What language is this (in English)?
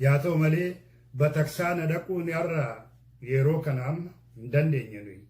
Oromo